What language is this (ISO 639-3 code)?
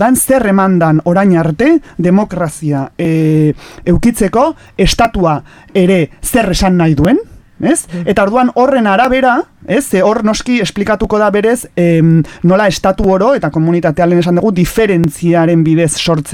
eus